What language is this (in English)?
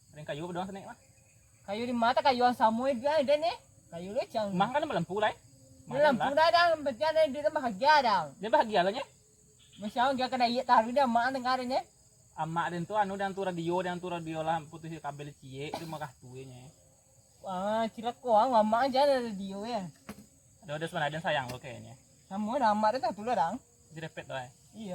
Minangkabau